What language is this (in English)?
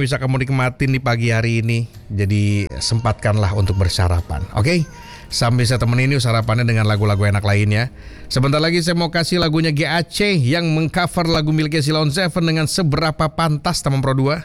Indonesian